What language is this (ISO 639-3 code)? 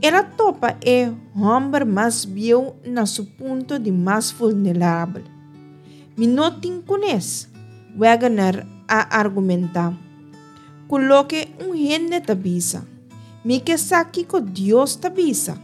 pap